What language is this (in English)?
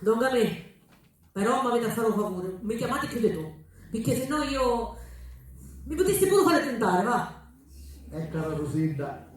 Sicilian